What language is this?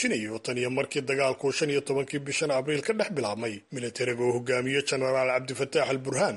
Somali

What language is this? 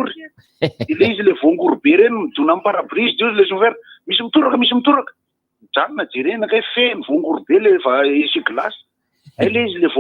Malagasy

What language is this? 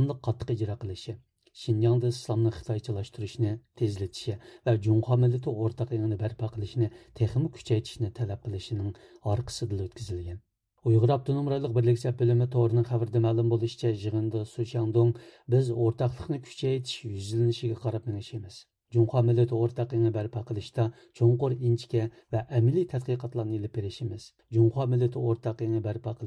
Uyghur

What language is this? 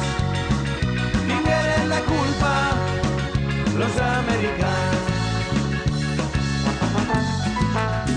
Catalan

